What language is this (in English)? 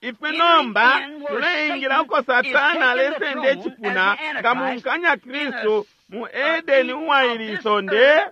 Bemba